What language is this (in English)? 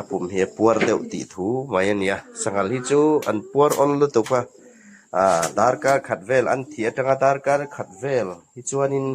Hmar